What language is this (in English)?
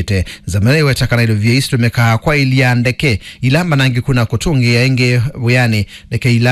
Kamba